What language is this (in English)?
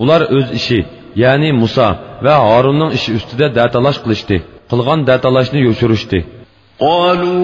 Uyghur